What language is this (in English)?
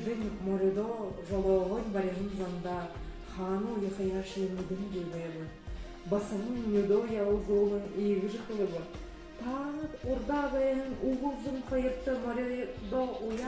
Buriat